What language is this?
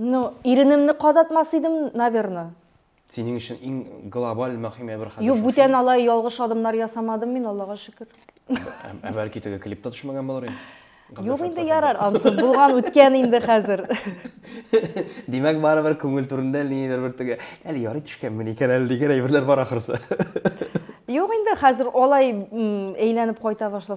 Tatar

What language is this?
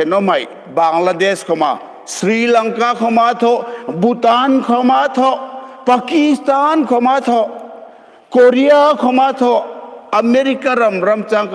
Hmar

